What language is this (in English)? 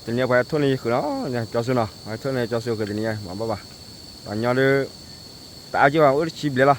S'gaw Karen